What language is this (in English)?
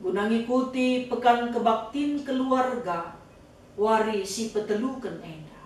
Batak Karo